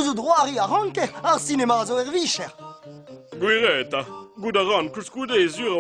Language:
Breton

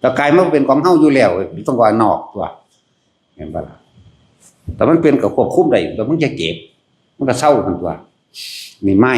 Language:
Northeastern Thai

